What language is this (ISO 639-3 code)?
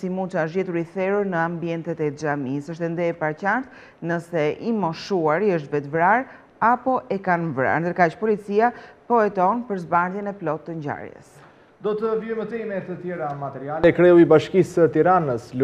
sqi